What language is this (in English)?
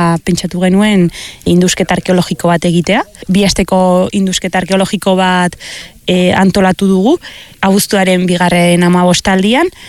Basque